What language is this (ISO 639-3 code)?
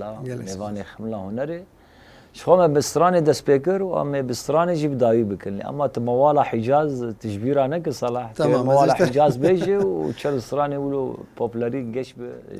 kur